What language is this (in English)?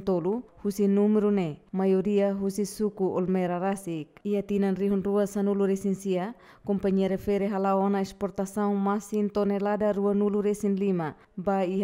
Tetum